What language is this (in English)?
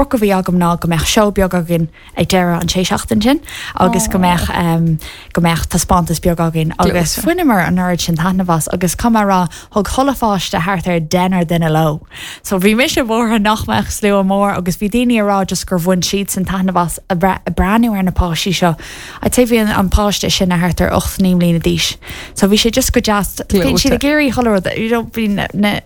Irish